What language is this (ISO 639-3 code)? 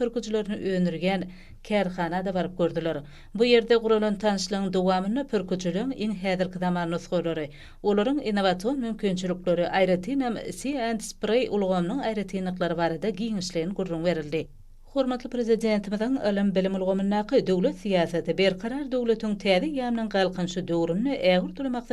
tuk